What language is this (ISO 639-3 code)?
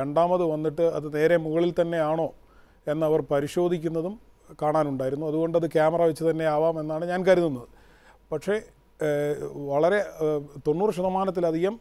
mal